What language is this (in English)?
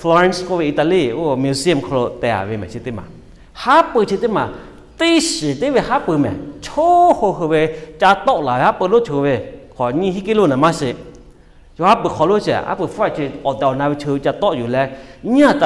Lahu